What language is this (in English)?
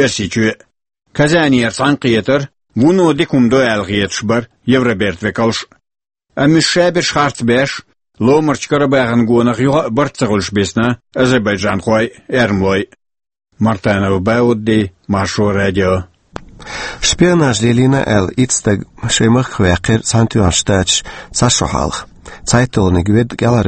Chechen